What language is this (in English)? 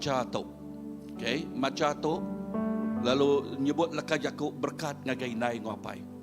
Iban